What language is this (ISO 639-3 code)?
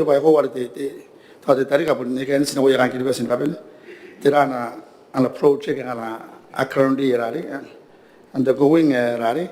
gil